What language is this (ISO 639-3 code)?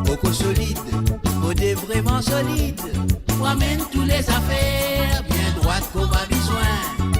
mfe